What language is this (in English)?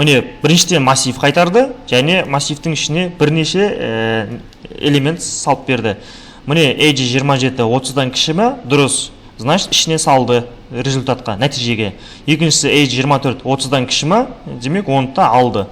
Kazakh